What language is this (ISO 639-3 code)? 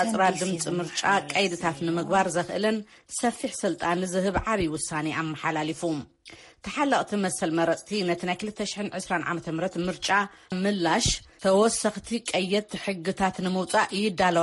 tir